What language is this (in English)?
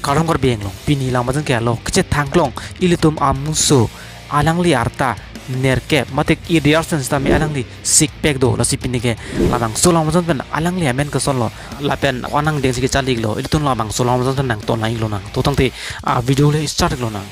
Karbi